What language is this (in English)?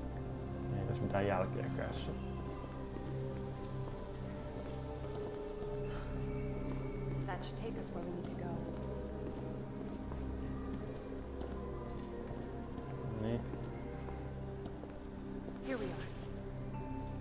Finnish